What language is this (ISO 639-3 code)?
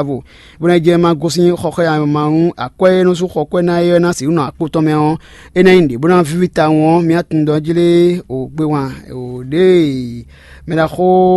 fon